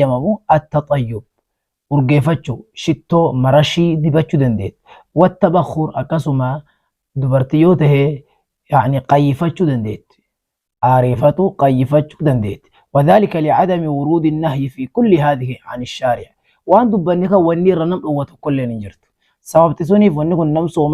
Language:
Oromo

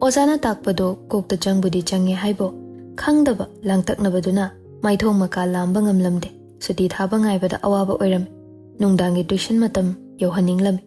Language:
Manipuri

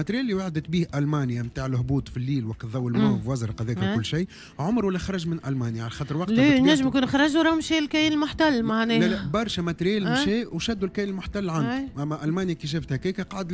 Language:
Tunisian Arabic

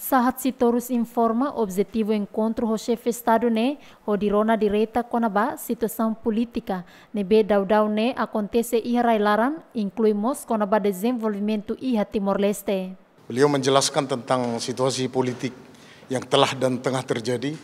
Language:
Tetum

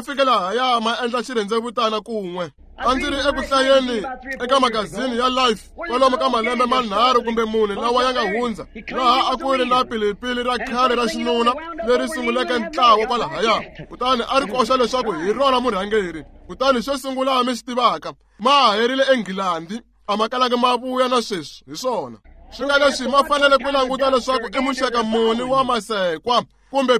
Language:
Tsonga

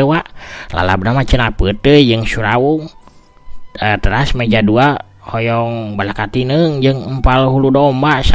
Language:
Sundanese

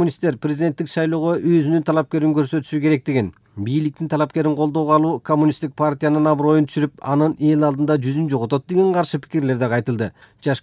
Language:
Kyrgyz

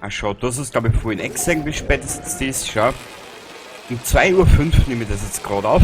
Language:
Bavarian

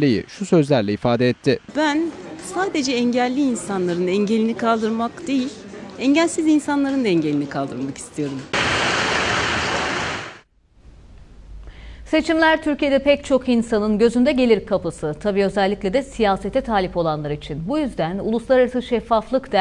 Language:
Turkish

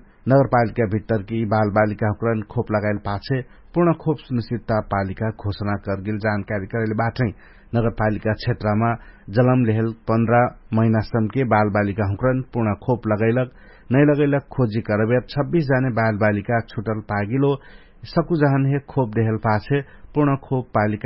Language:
Dangaura Tharu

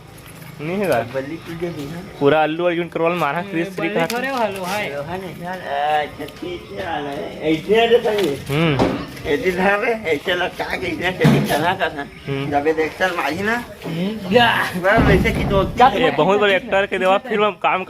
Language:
Chhattisgarhi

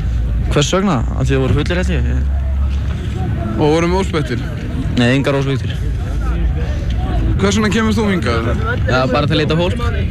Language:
Icelandic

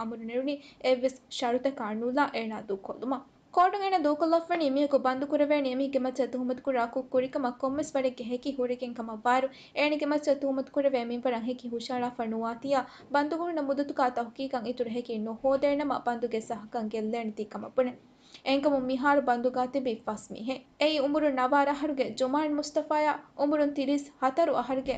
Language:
Divehi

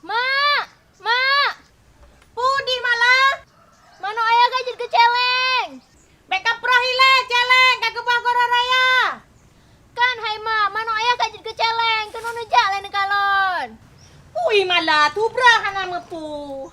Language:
Achinese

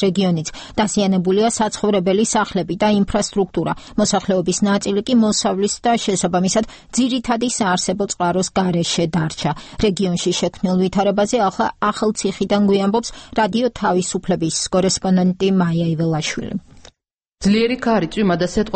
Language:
Georgian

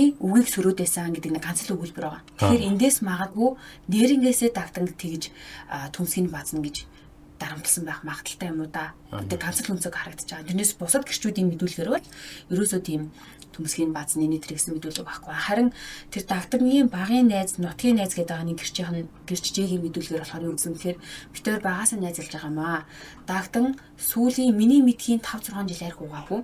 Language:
Mongolian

